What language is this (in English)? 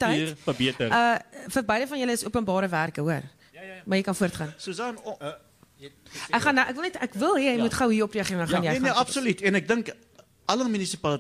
Afrikaans